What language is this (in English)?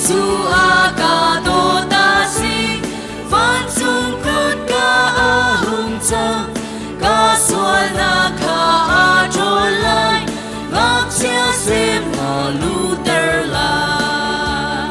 Hakha Chin